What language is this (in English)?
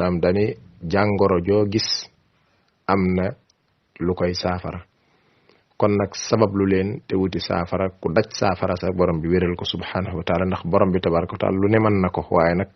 Wolof